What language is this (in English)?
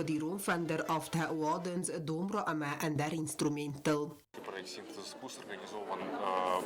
Ossetic